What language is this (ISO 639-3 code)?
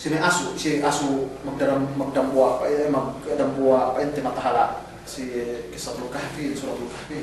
yka